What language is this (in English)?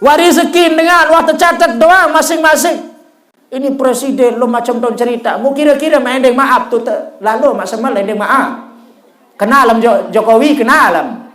Sasak